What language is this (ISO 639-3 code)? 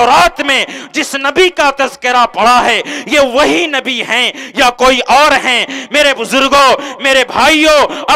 urd